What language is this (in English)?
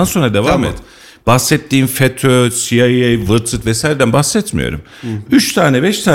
Turkish